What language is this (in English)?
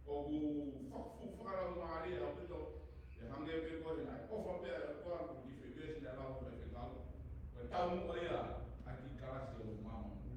Tongan